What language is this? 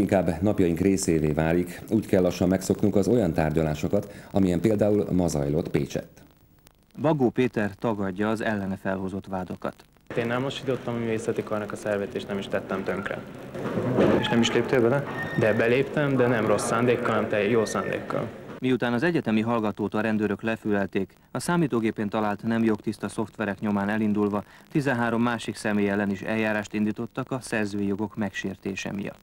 Hungarian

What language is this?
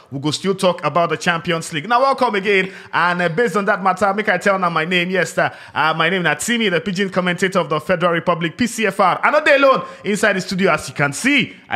Nigerian Pidgin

